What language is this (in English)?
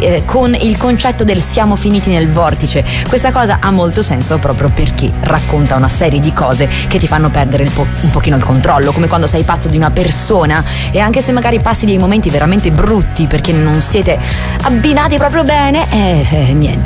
Italian